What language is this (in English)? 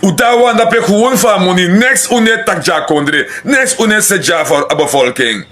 Sranan Tongo